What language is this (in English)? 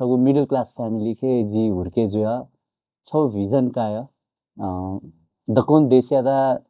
Newari